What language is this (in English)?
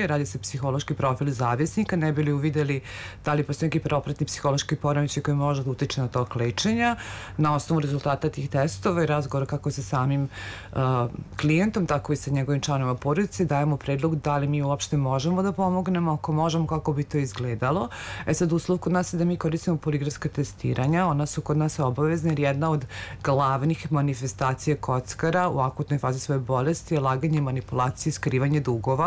Serbian